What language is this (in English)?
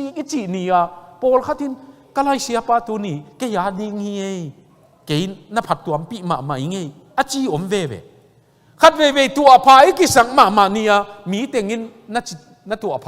Tedim Chin